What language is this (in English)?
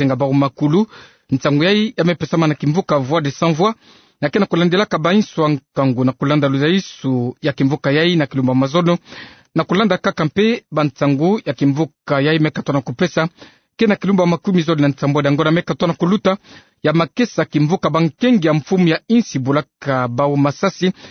Kituba (Democratic Republic of Congo)